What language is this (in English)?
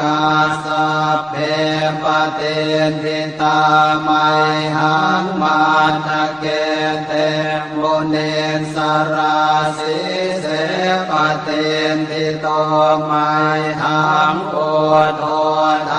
Pali